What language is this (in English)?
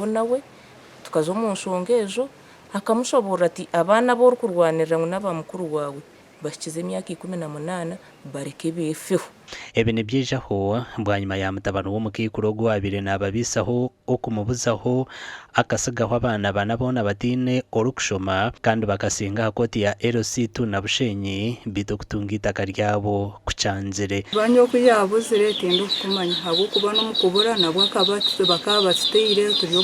Nyankole